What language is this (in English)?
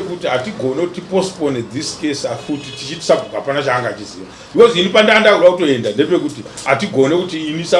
Shona